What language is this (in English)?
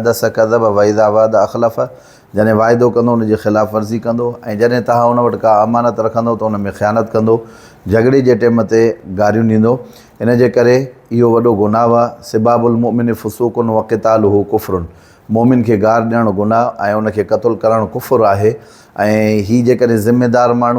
Sindhi